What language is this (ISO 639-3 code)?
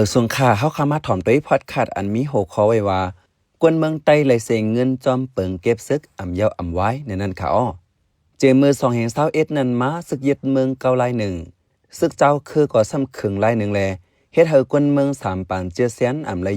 shn